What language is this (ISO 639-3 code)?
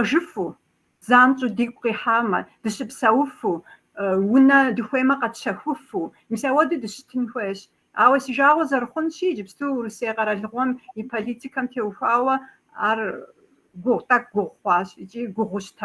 kbd